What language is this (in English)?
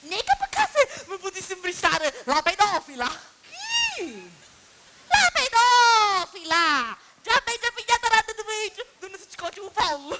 Sicilian